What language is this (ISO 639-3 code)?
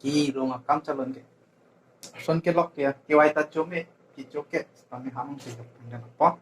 mjw